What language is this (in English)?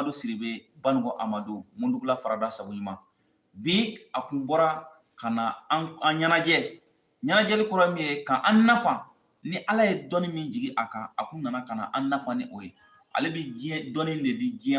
Bambara